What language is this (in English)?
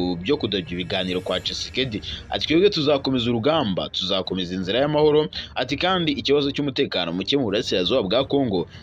Kinyarwanda